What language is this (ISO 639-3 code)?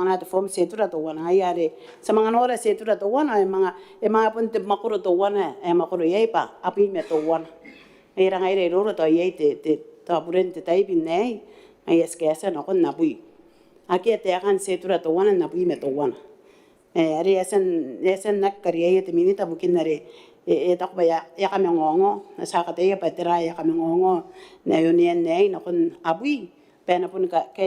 gil